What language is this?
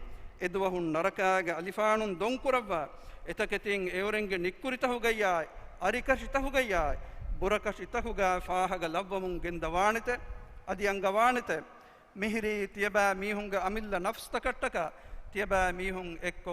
Divehi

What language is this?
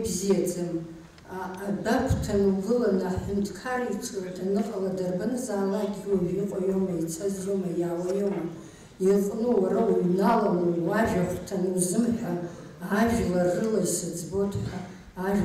Abkhazian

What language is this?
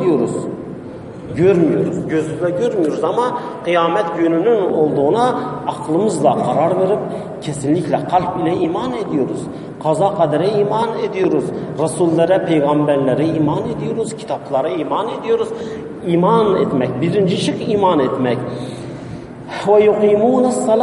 Turkish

